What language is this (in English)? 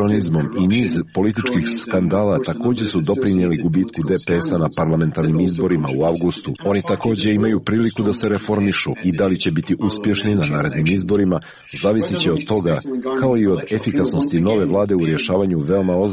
Serbian